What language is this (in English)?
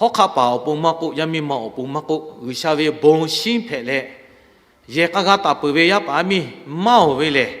Lahu